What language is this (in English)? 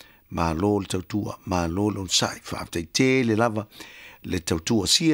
Samoan